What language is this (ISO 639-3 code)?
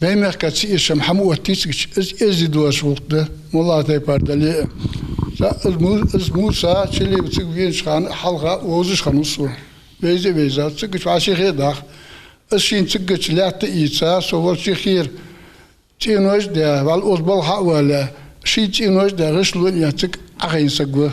inh